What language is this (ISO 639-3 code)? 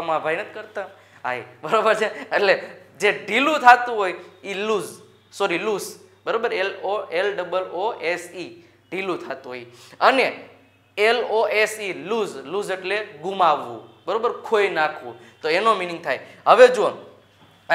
guj